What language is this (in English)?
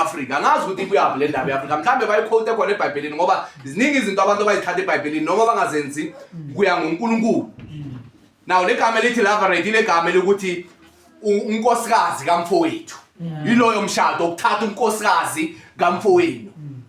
Zulu